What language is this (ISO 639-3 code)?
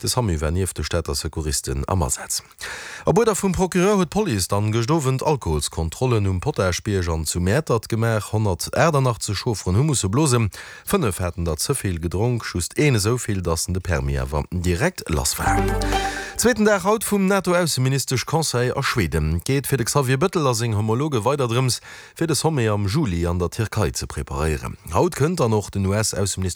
ltz